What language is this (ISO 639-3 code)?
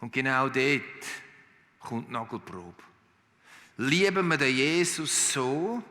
gsw